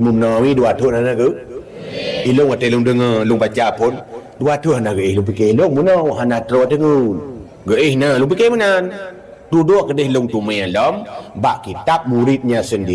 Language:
Achinese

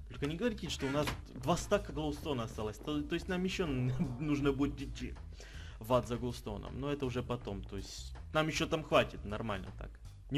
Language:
Russian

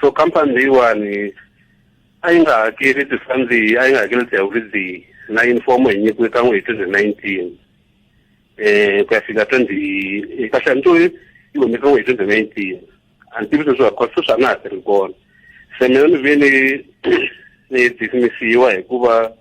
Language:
Tsonga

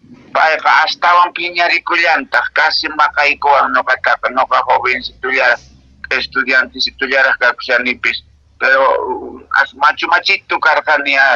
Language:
Quechua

